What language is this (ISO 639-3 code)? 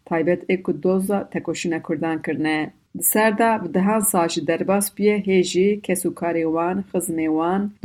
kur